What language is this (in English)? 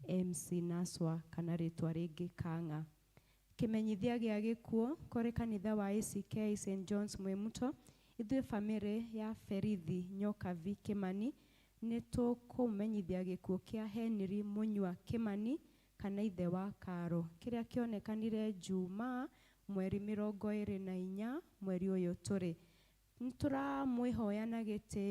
Kikuyu